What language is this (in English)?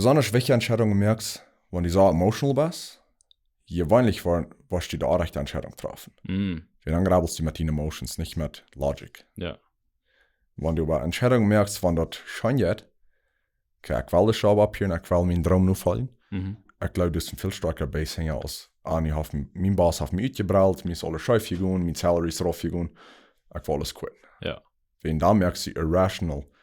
Plautdietsch